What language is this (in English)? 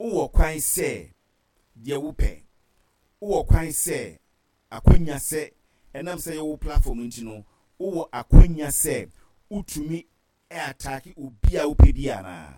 Akan